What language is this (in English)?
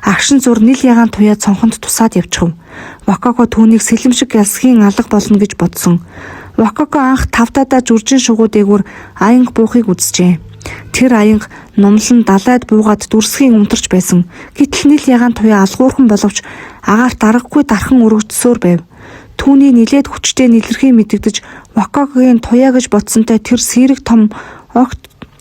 Mongolian